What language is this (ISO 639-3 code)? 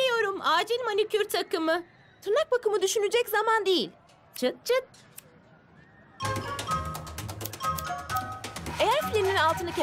tur